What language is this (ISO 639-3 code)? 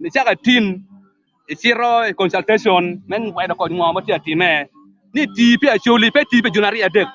ach